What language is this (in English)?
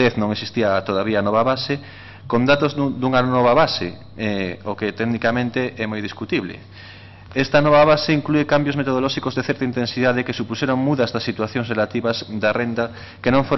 Galician